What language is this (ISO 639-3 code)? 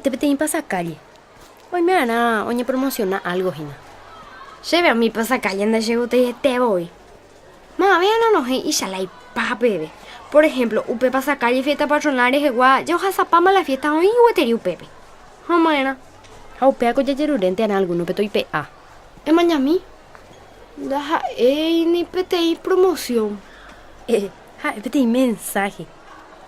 grn